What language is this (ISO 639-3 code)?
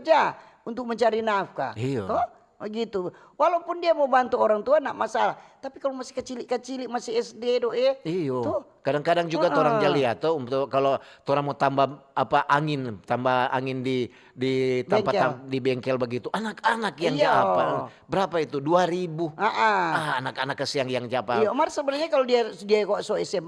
xmm